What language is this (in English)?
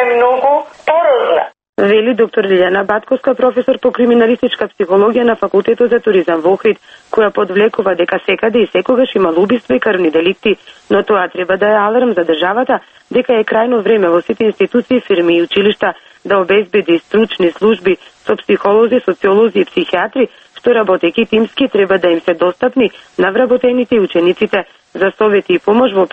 Macedonian